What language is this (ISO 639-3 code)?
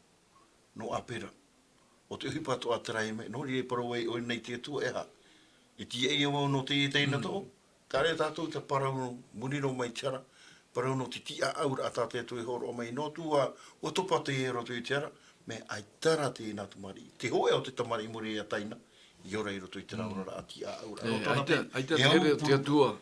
tah